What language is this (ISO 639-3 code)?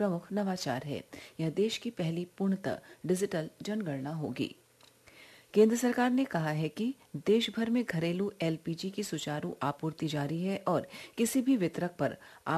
hin